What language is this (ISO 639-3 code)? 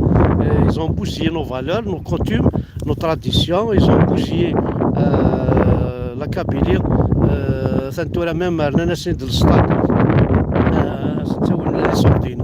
kab